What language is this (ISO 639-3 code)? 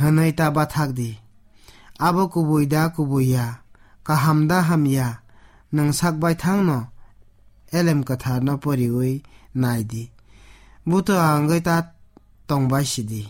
trp